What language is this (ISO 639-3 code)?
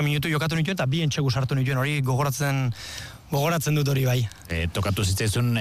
eus